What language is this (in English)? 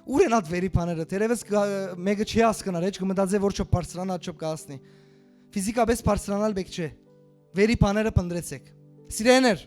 Western Armenian